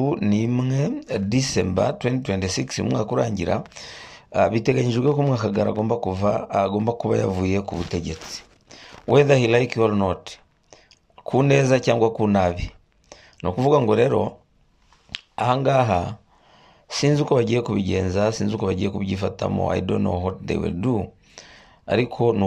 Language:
Kinyarwanda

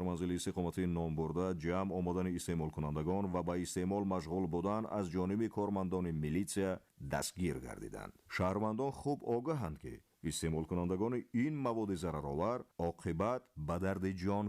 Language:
Tajik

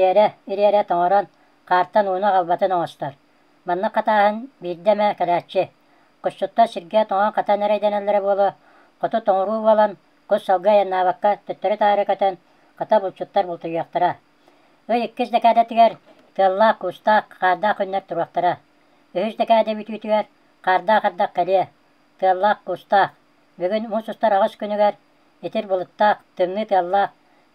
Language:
Yakut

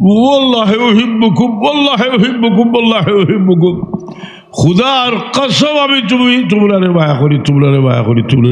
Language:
Sylheti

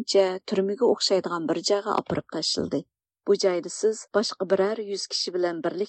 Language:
Uyghur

